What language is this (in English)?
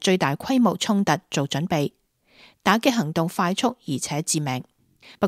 Cantonese